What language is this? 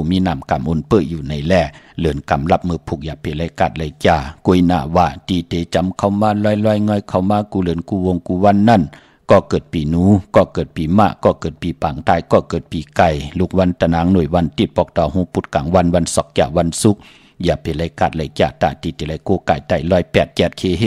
Shan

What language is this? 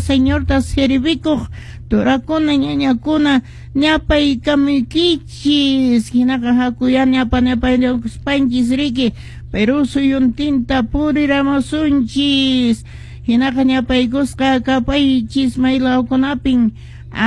Quechua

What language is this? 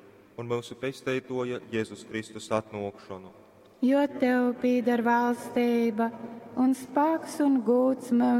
Latgalian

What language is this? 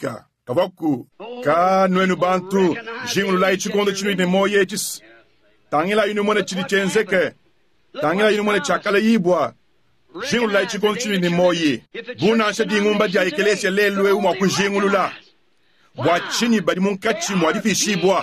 Luba-Lulua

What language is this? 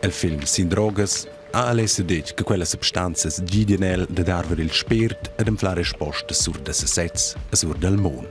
Romansh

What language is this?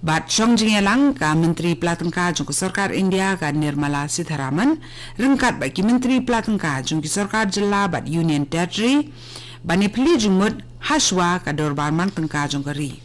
Khasi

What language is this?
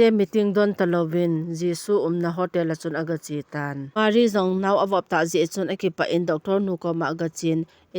Thado Chin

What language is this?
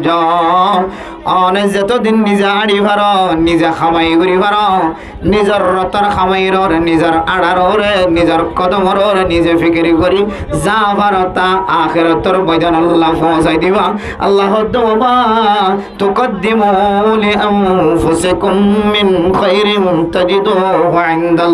Rohingya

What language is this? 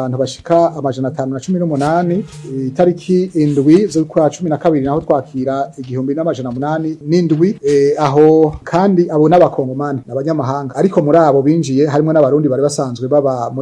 Rundi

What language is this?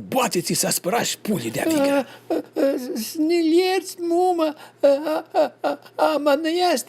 Aromanian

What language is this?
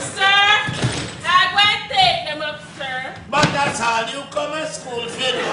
Jamaican Creole English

